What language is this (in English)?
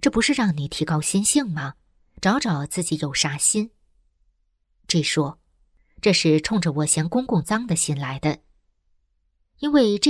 Chinese